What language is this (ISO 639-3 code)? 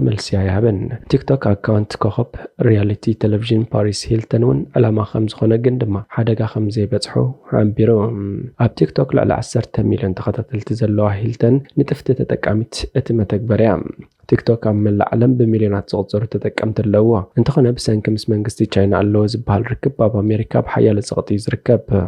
tir